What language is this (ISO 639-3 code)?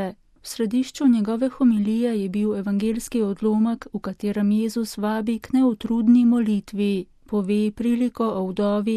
slv